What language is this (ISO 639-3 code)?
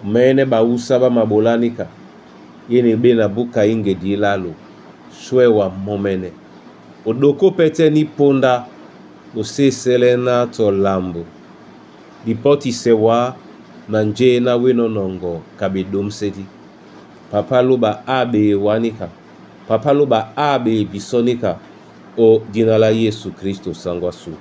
dua